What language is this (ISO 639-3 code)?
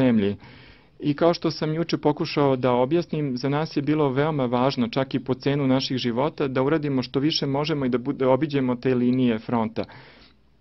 srp